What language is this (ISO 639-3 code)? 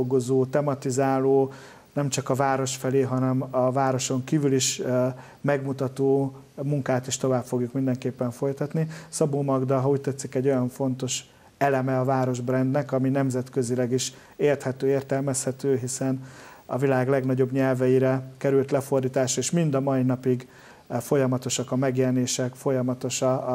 hun